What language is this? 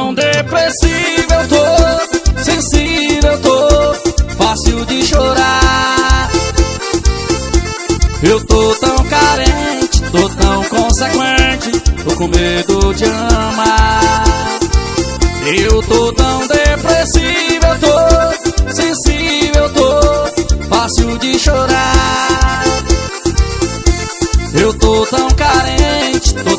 Portuguese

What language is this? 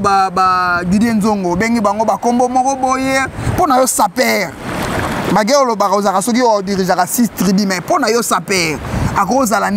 Lingala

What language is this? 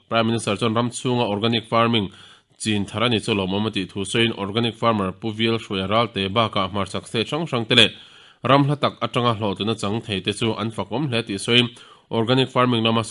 Mizo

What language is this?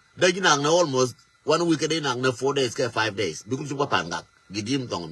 Nuer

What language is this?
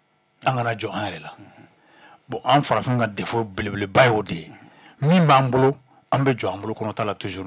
Bambara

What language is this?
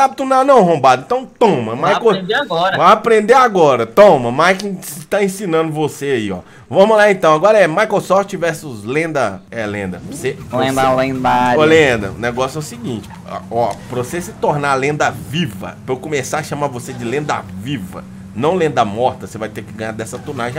Portuguese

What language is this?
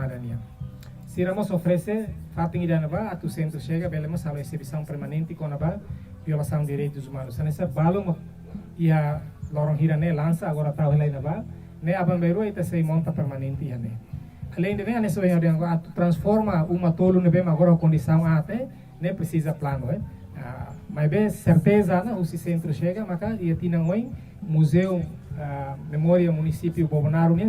Tetum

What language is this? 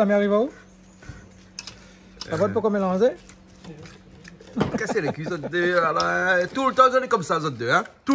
Réunion Creole French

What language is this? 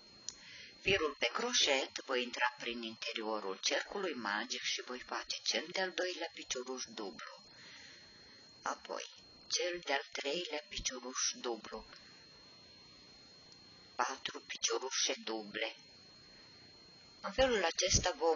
Romanian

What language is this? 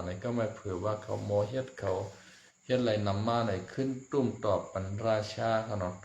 Shan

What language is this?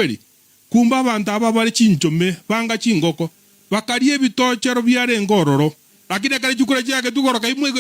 Gusii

